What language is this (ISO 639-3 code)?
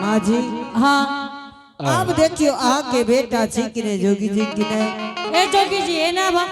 anp